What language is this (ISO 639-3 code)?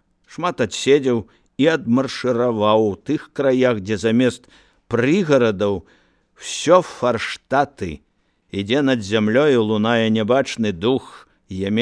bel